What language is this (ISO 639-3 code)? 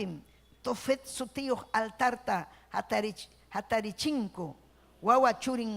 quy